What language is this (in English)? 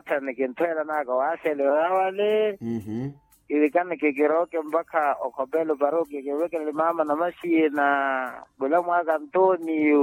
Makhuwa